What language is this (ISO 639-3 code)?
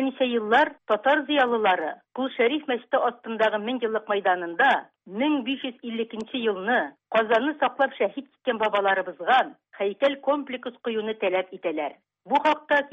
tat